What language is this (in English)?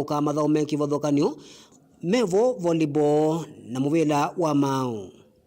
Kamba